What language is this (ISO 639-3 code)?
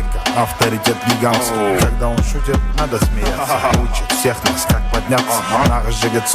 kaa